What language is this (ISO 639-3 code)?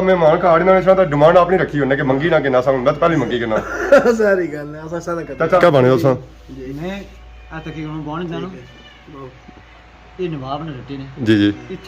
phr